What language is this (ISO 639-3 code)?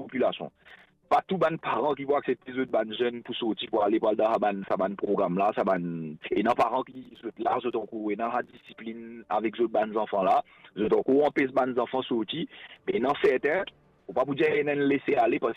mfe